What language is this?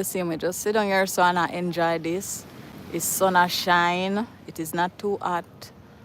Jamaican Creole English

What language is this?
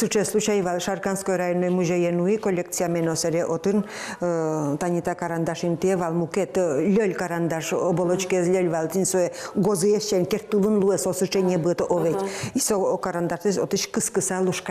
Udmurt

